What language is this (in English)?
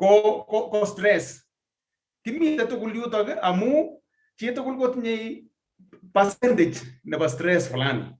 Kalenjin